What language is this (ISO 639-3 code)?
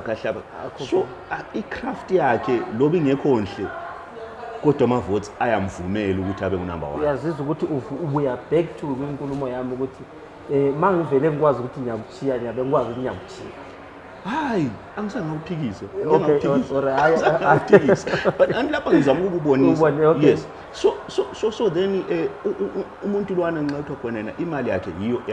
zul